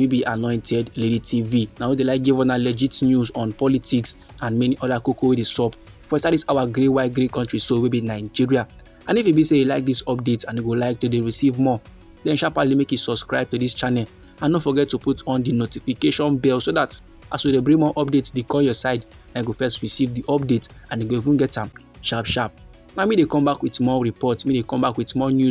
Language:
Nigerian Pidgin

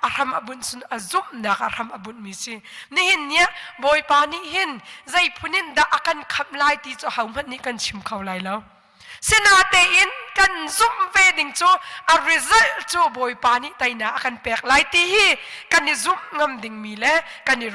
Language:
Hakha Chin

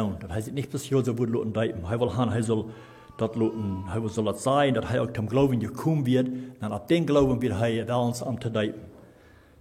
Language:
Plautdietsch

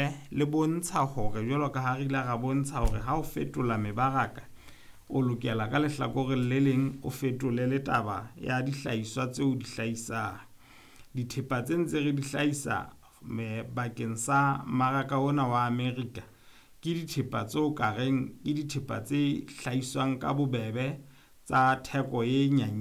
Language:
Southern Sotho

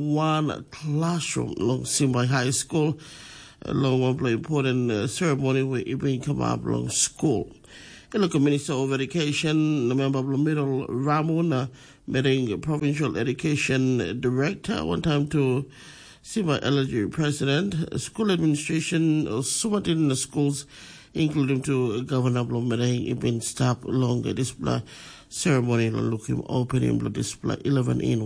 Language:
Tok Pisin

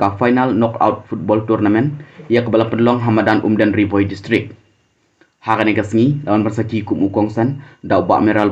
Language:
Khasi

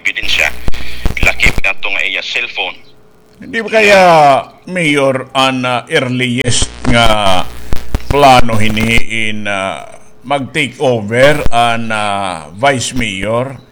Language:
Waray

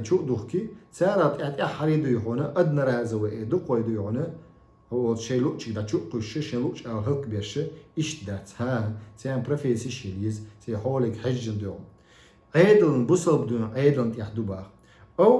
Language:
Chechen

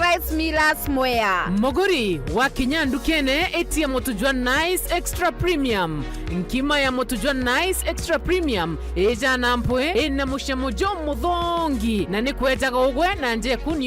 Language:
Meru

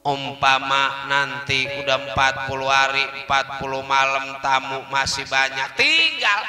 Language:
Betawi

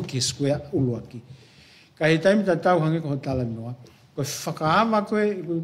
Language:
Tongan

